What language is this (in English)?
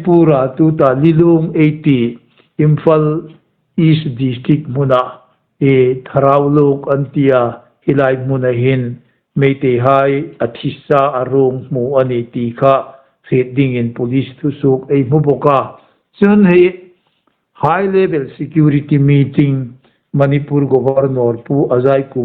Hmar